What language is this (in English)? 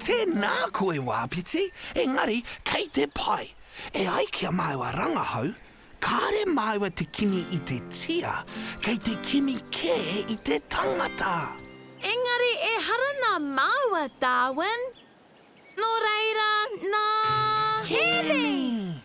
Māori